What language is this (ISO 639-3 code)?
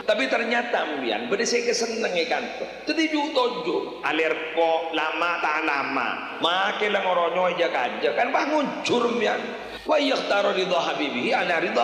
mad